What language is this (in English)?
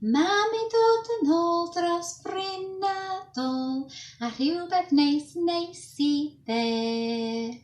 Welsh